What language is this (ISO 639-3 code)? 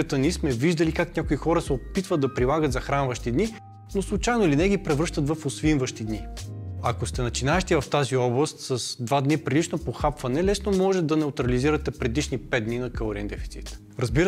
bul